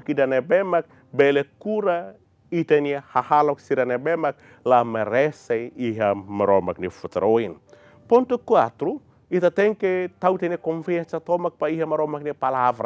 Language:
Tetum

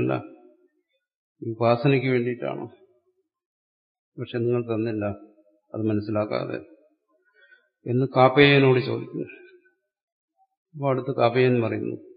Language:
Malayalam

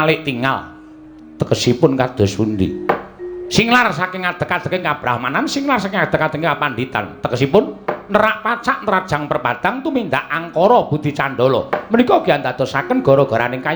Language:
Javanese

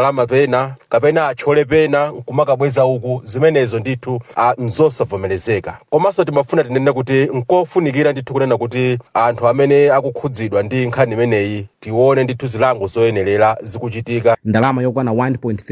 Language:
Nyanja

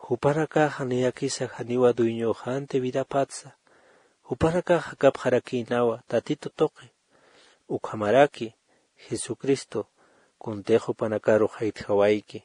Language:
Aymara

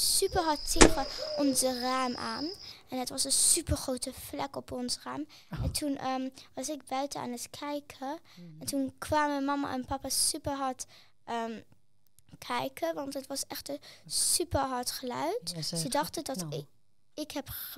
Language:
Dutch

